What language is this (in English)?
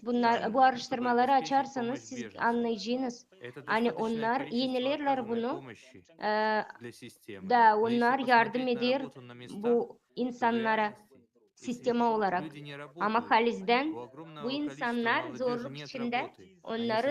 Gagauz